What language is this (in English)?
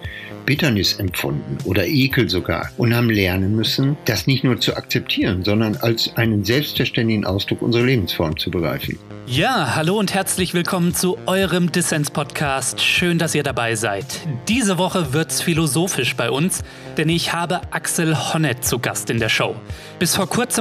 German